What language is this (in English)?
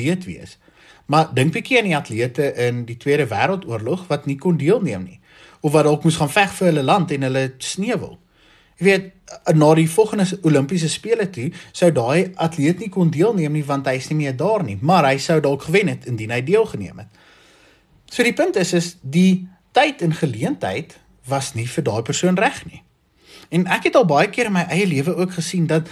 Afrikaans